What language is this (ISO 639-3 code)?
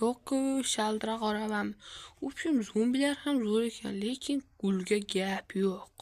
uzb